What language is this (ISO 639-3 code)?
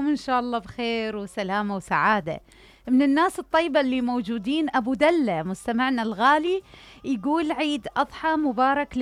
acm